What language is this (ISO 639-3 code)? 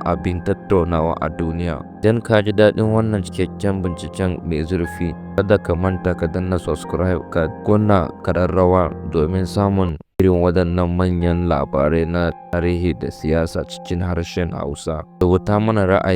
hau